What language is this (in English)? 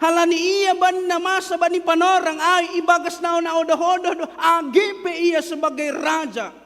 Batak Simalungun